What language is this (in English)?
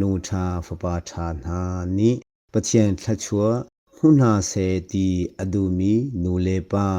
Hakha Chin